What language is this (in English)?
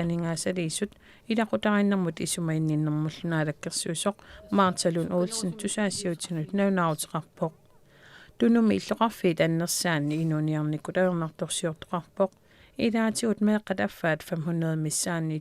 Kalaallisut